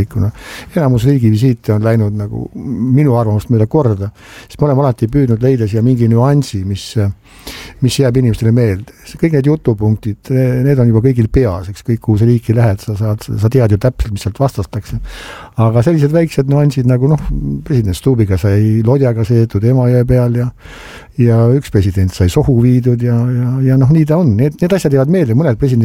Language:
Estonian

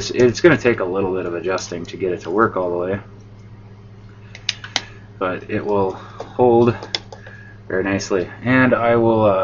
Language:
English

